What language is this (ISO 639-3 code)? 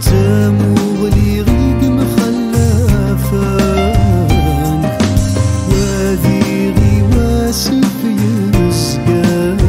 kab